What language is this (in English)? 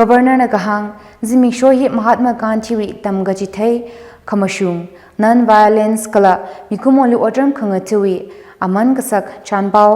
Tangkhul Naga (India)